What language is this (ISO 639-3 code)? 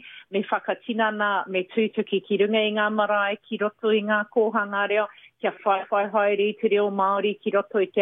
mri